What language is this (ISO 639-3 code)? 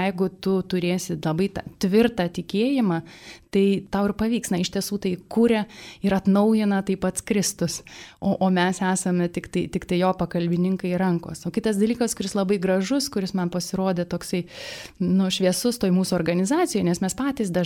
lit